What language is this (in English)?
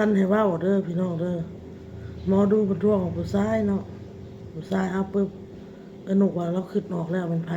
Northeastern Thai